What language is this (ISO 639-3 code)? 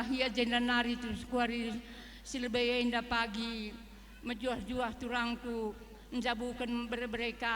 btx